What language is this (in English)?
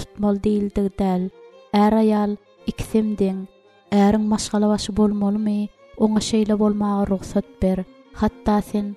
Turkmen